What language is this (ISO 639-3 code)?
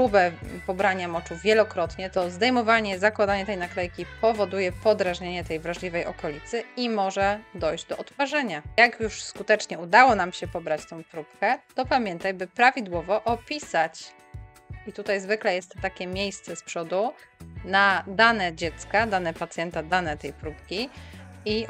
pol